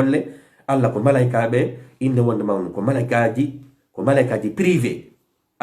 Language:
Fula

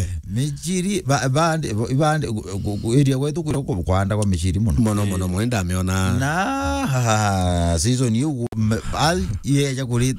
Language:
Meru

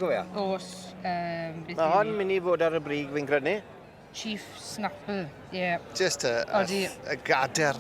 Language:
Welsh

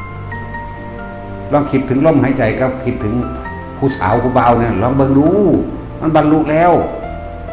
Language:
Northeastern Thai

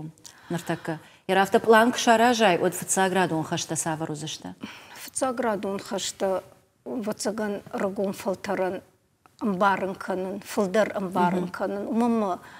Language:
Ossetic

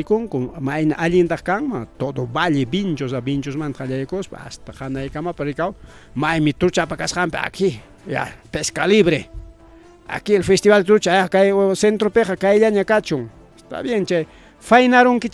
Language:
Ayacucho Quechua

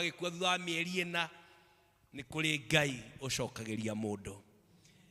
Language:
Kikuyu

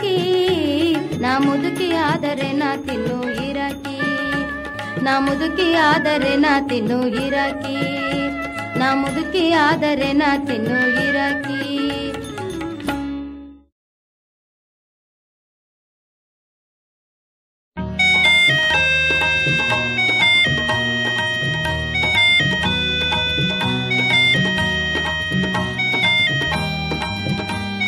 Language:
Kannada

